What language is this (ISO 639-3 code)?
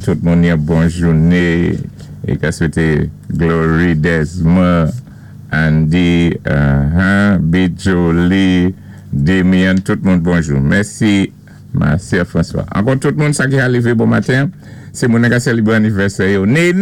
acf